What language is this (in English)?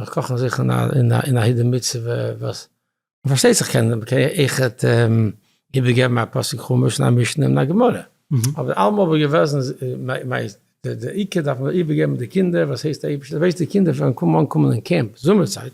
Yiddish